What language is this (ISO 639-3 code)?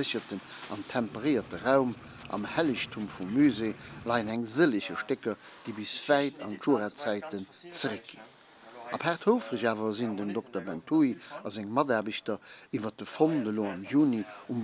ltz